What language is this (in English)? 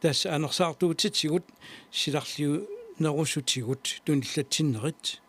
Kalaallisut